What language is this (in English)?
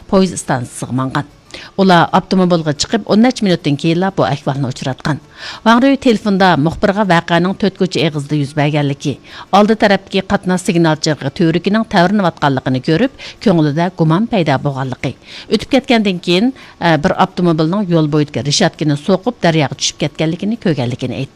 Uyghur